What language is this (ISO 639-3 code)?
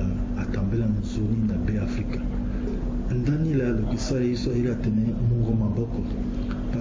sag